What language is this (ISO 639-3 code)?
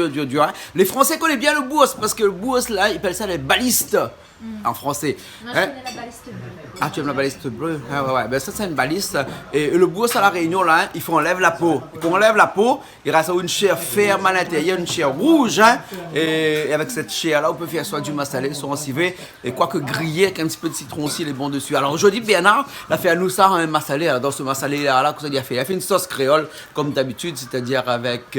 rcf